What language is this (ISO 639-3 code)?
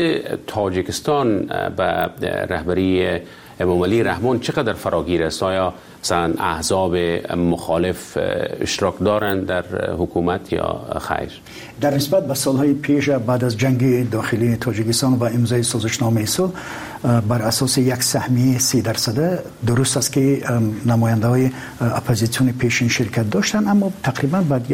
fas